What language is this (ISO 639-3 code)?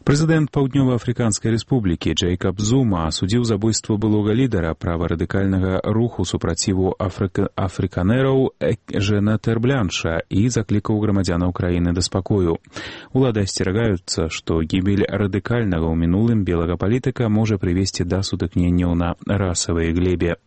bel